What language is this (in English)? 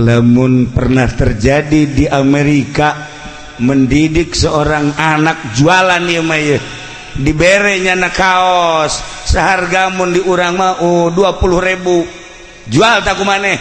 Sundanese